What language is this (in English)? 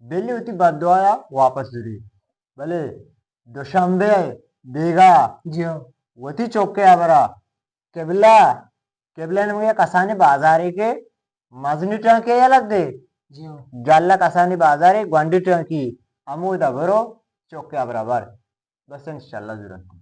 Eastern Balochi